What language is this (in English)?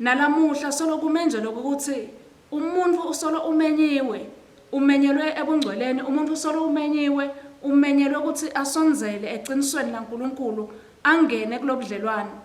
Swati